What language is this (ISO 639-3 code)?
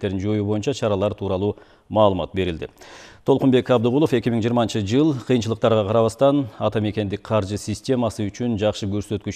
kir